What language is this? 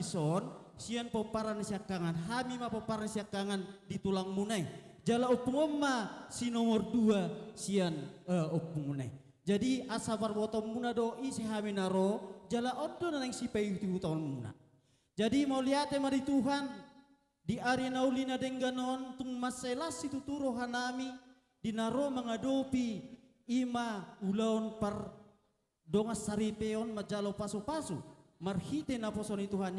Batak Toba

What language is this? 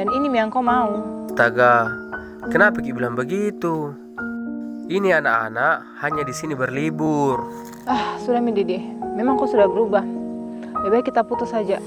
Makassar Malay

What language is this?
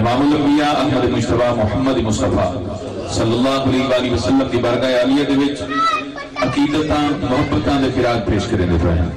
Saraiki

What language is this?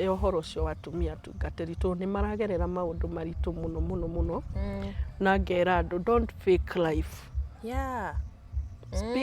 Kikuyu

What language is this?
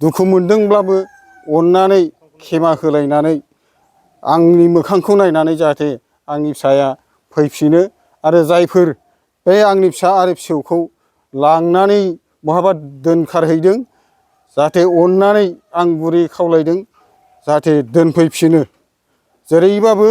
Bodo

